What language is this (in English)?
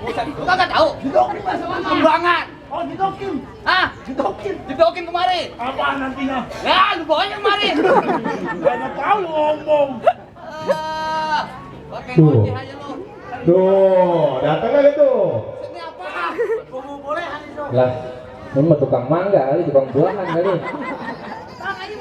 Betawi